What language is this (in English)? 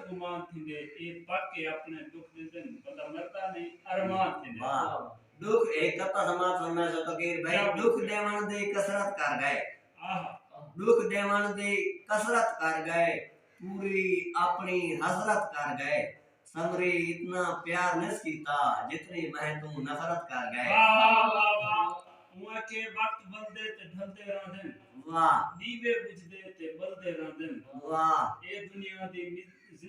Saraiki